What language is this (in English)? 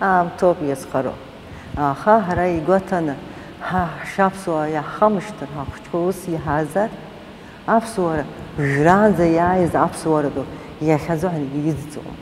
Abkhazian